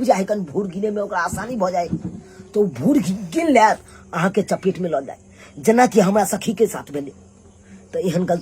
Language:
Maithili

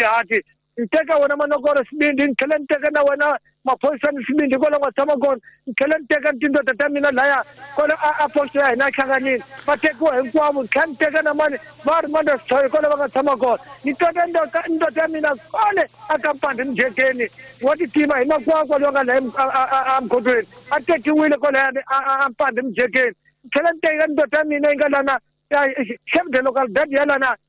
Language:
Tsonga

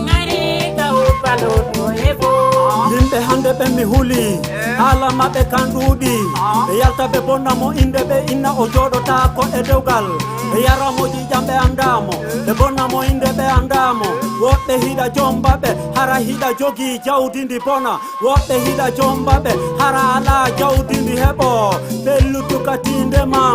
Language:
Fula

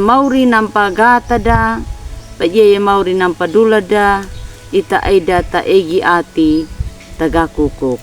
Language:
Anakalangu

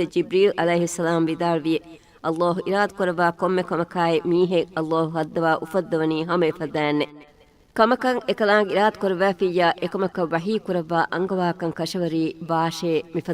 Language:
Divehi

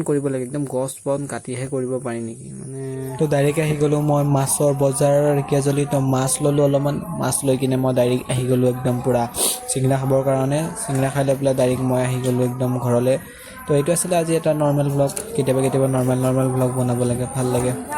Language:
Assamese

